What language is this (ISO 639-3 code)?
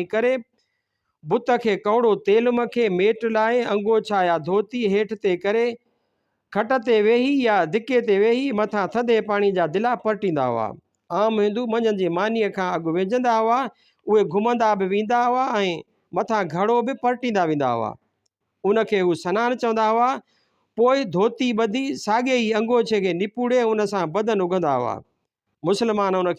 snd